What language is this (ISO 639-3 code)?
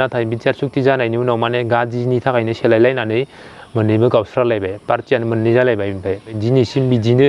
brx